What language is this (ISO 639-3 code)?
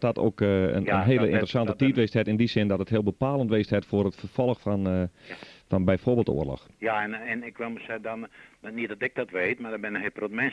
fry